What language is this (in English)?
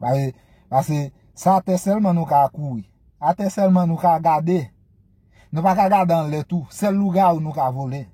Haitian Creole